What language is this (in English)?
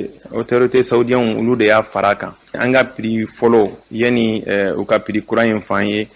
Bambara